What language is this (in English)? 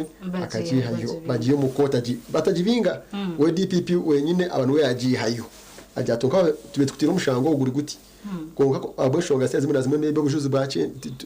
Nyankole